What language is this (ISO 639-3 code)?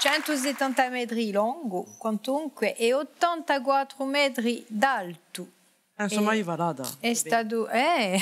cos